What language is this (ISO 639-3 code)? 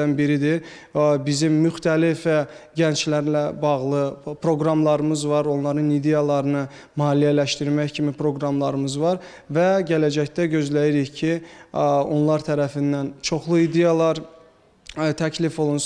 aze